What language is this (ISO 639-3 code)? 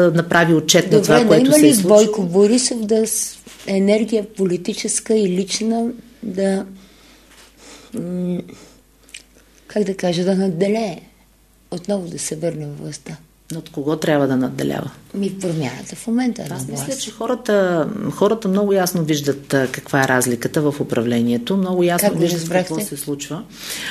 bul